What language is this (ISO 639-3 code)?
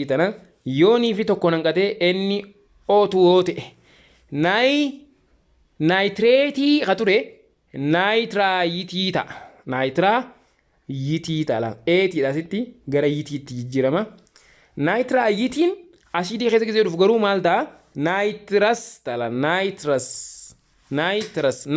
orm